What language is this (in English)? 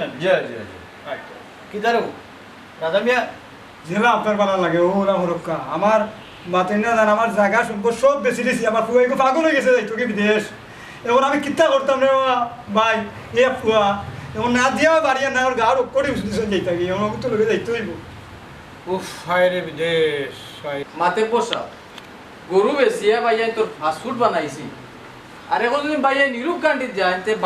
Sylheti